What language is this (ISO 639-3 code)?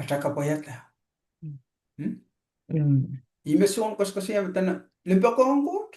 pon